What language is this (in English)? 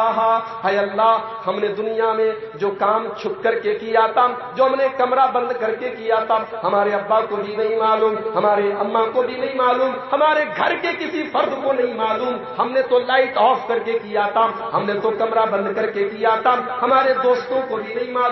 Urdu